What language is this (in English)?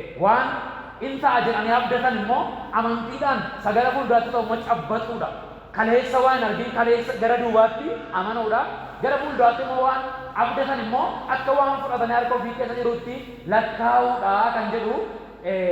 Oromo